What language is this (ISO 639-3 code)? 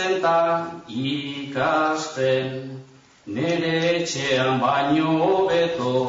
eus